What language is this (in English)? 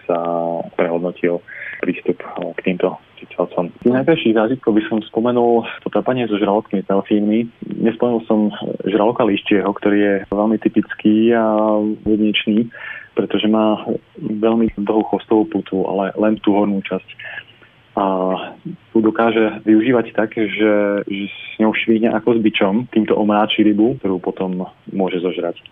Slovak